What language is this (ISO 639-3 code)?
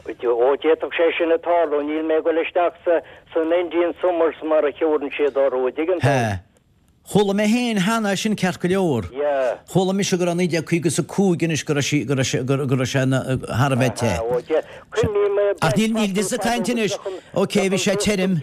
gle